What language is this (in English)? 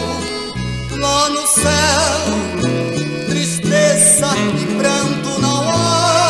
Portuguese